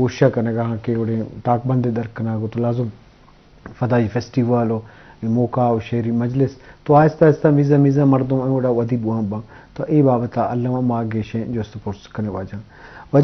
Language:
Eastern Balochi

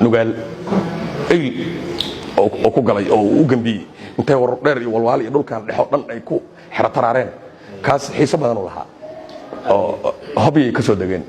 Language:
Somali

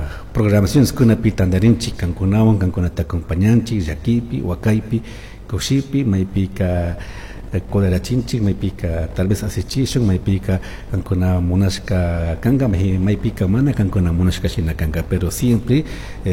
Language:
Chimborazo Highland Quichua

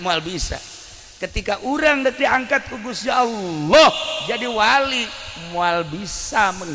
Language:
Sundanese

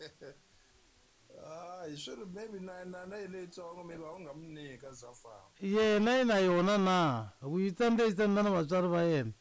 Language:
Tsonga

